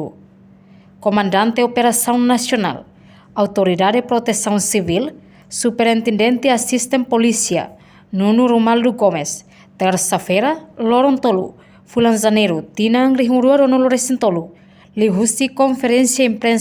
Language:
Tetum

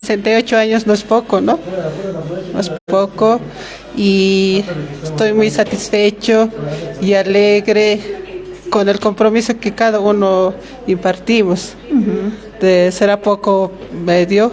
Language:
Aymara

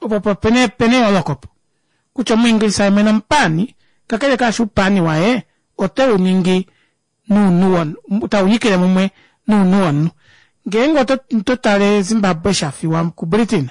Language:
Kuanyama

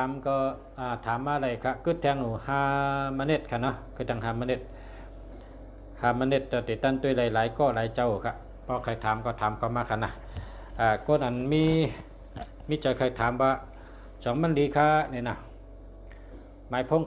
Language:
Shan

